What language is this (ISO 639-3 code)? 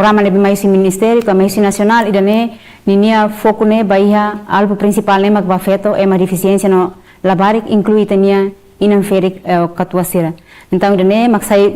tet